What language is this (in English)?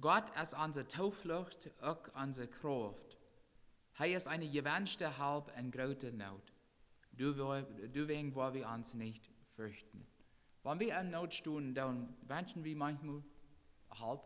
Plautdietsch